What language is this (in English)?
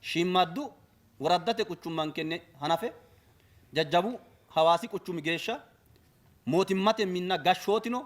Sidamo